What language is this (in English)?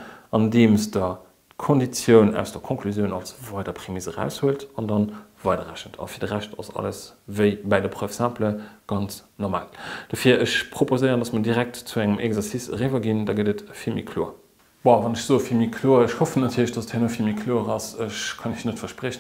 Luxembourgish